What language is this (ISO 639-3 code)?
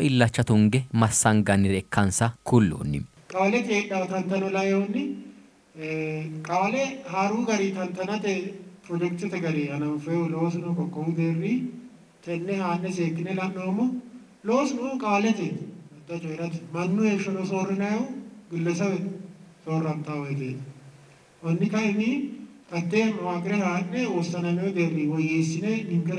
sid